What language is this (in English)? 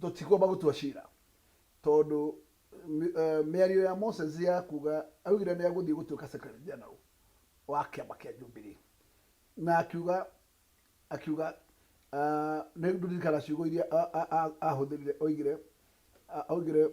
Kikuyu